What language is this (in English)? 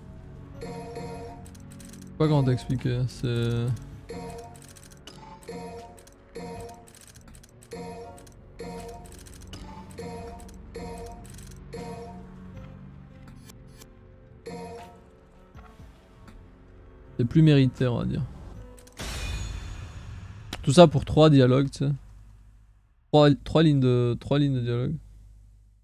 French